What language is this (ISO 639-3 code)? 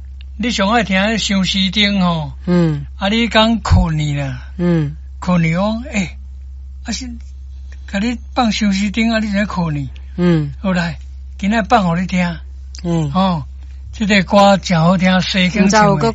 nan